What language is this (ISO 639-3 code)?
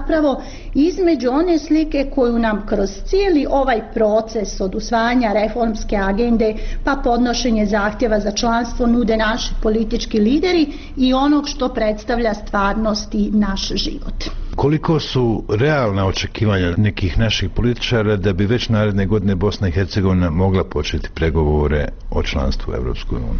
bos